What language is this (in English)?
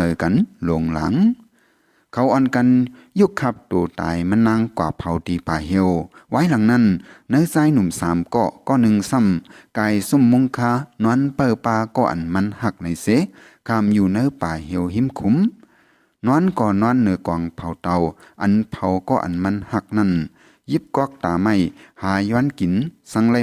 Shan